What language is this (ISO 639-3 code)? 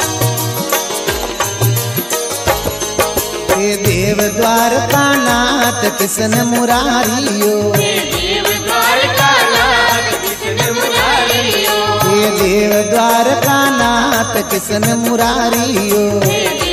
hin